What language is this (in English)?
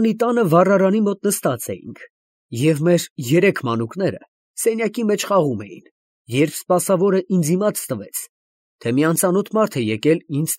Armenian